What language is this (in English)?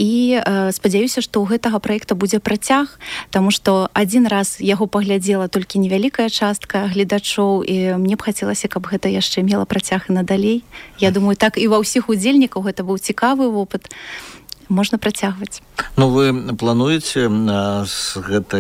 Belarusian